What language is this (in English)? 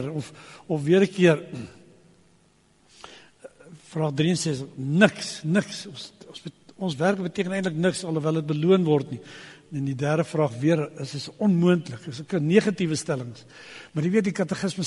Afrikaans